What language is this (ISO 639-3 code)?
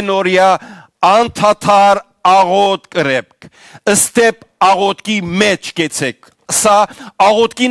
hyw